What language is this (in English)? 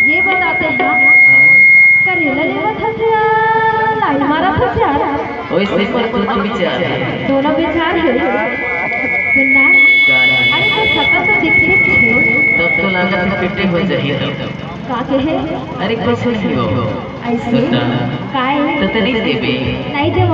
Chhattisgarhi